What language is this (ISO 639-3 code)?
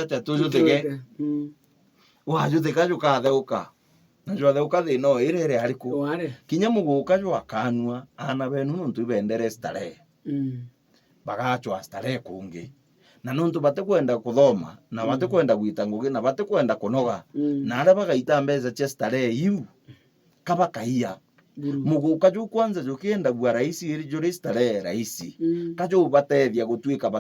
mer